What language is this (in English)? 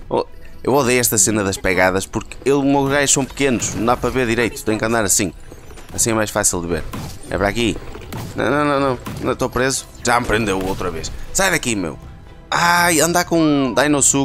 Portuguese